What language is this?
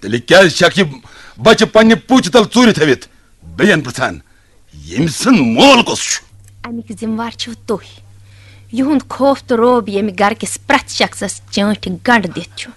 Kashmiri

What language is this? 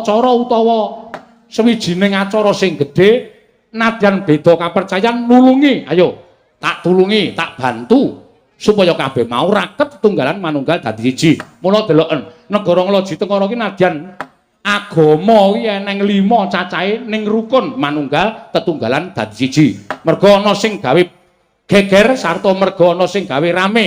Javanese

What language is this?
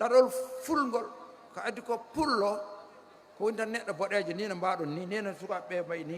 Fula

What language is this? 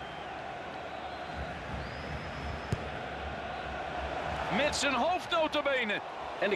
Dutch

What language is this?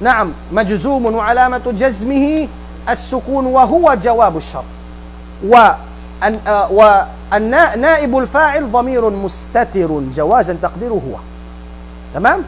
Tausug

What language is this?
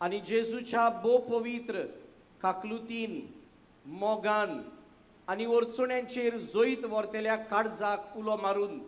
Konkani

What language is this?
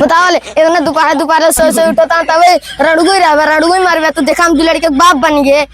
Awadhi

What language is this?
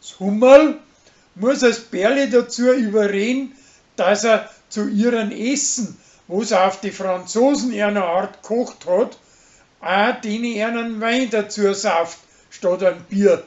Bavarian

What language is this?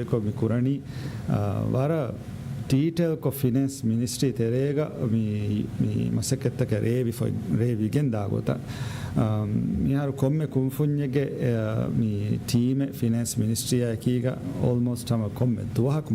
Divehi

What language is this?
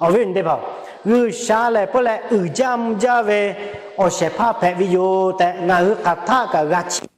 Lahu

